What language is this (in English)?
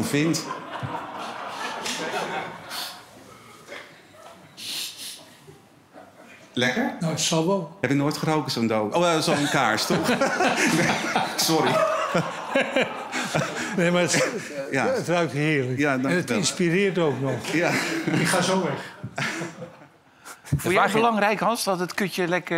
Dutch